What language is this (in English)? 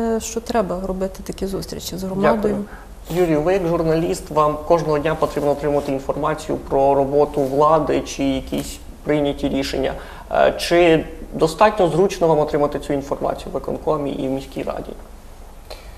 Ukrainian